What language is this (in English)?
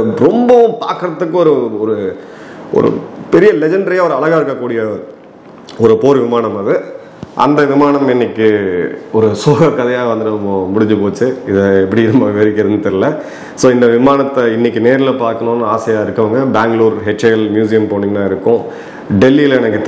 Tamil